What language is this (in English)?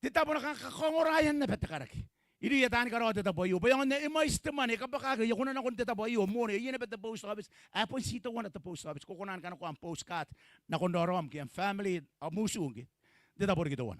Gilbertese